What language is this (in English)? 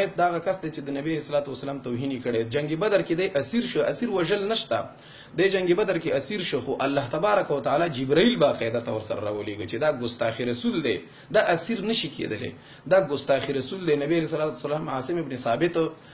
Pashto